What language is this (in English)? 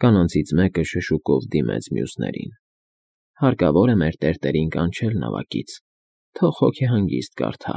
Armenian